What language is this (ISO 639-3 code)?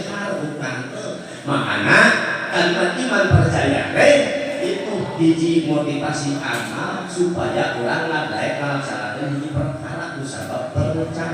sun